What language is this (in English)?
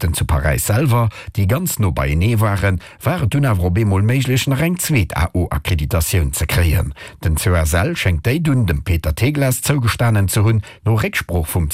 Luxembourgish